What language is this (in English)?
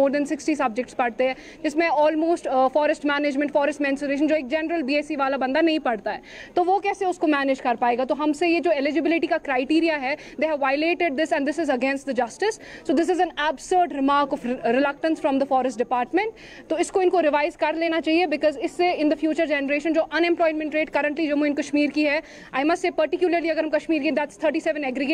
Hindi